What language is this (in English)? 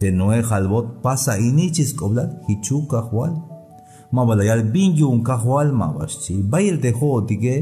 Tzeltal